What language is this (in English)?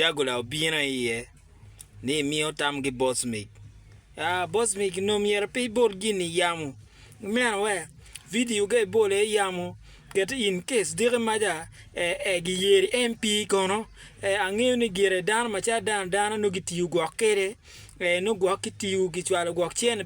Acoli